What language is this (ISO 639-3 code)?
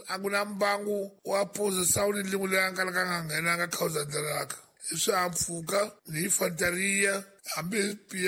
tso